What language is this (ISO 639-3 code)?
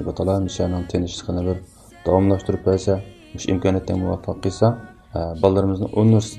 uig